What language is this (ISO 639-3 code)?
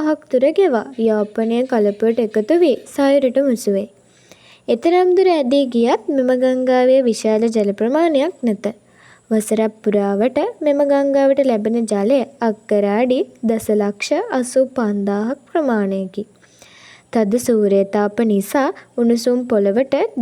sin